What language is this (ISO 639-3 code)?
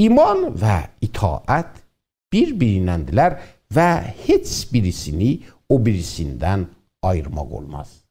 azb